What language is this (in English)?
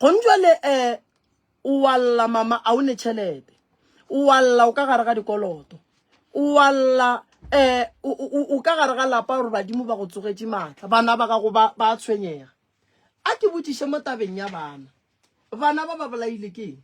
Northern Sotho